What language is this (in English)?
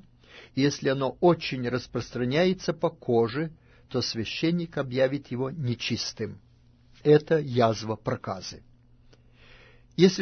Russian